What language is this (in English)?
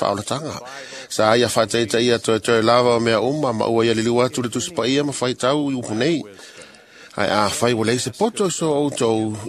Samoan